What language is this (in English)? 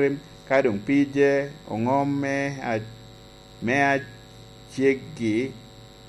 Lango (Uganda)